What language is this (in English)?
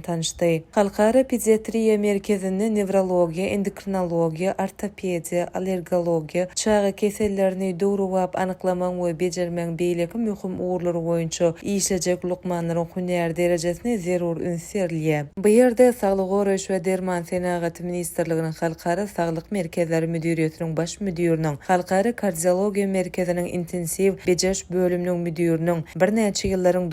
Turkmen